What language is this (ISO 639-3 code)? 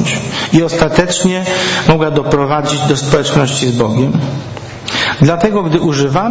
pol